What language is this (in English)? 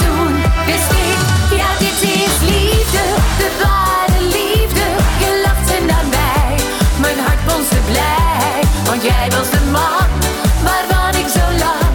Dutch